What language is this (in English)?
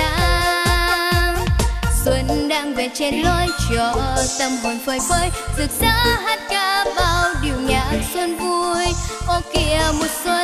Vietnamese